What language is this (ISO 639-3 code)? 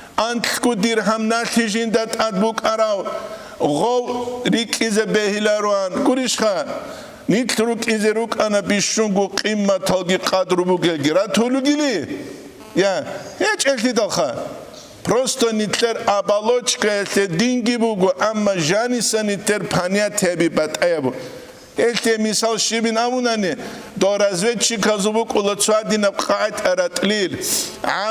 ava